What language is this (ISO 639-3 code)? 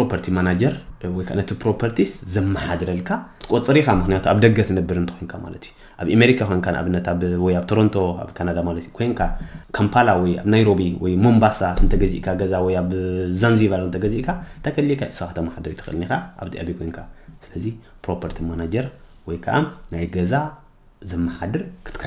tir